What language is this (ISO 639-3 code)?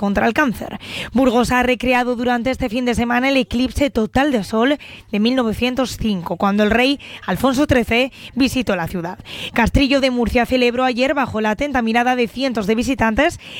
spa